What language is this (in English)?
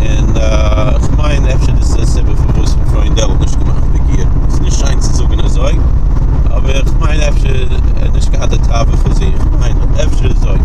Yiddish